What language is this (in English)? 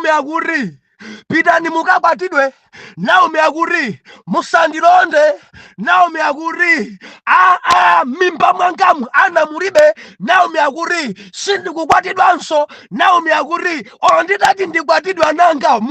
Nyanja